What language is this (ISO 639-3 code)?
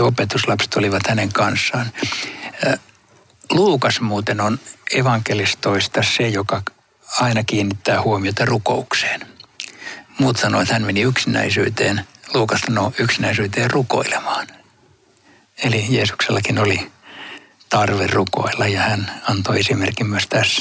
fin